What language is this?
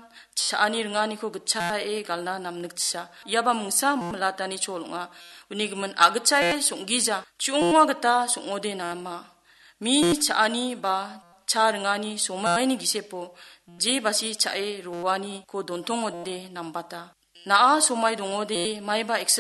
Garo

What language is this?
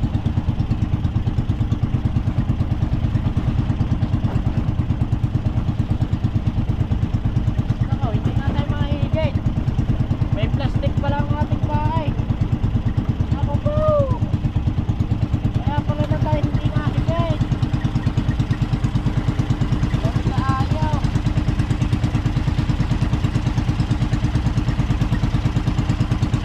Filipino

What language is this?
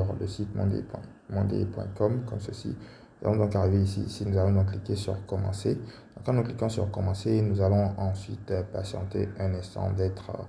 French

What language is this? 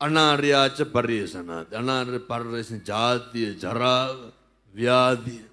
Sinhala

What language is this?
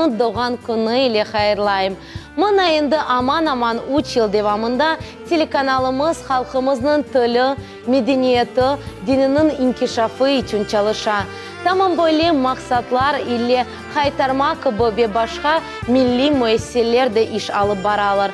Crimean Tatar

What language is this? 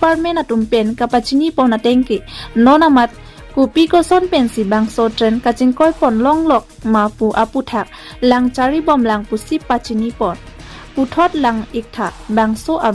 Karbi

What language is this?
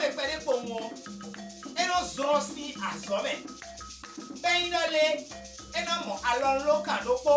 Fon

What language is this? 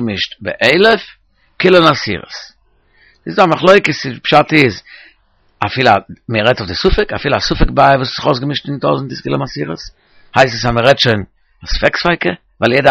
Yiddish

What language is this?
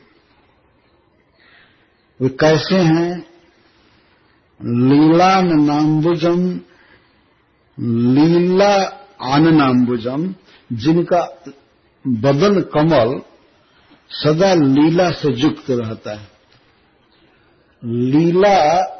Hindi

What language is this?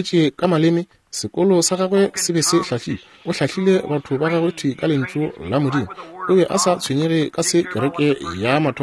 Northern Sotho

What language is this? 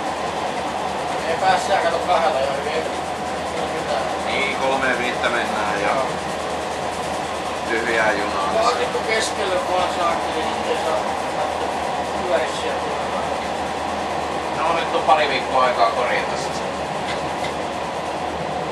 Finnish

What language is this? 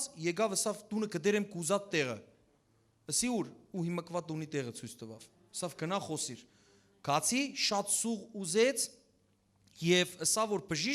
Western Armenian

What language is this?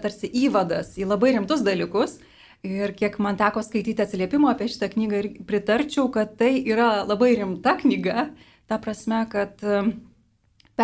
Lithuanian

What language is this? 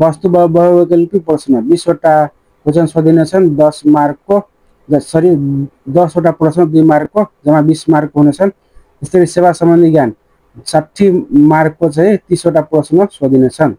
Nepali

